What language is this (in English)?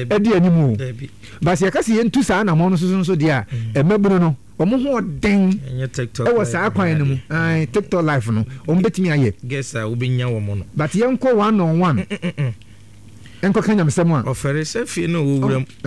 Akan